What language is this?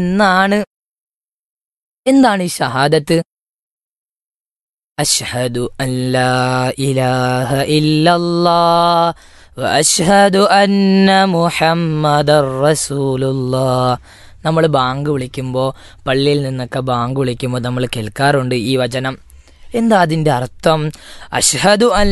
Malayalam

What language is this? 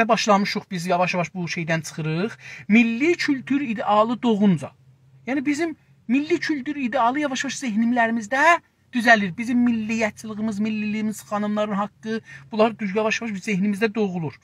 South Azerbaijani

